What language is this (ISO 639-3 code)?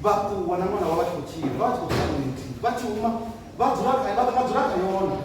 ven